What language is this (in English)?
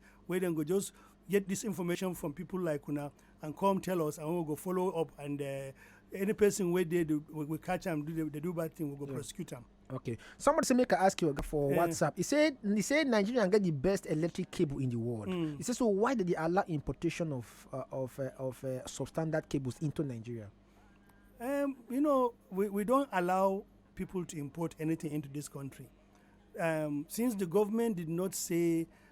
Nigerian Pidgin